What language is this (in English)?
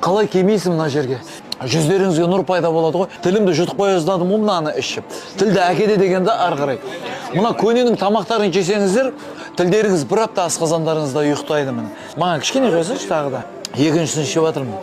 Kazakh